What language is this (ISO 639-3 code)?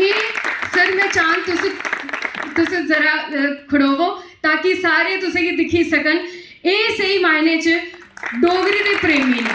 doi